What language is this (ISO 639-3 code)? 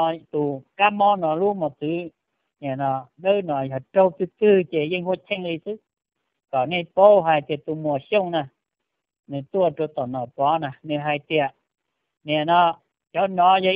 hmn